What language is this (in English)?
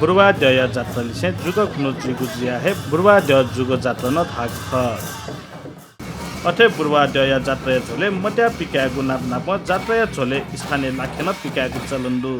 Newari